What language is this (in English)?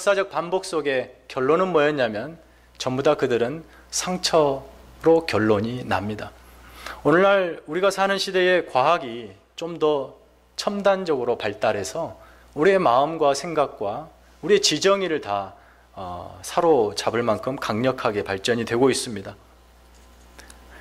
Korean